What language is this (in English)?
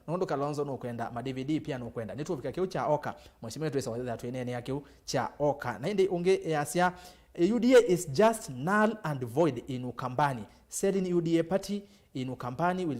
Kamba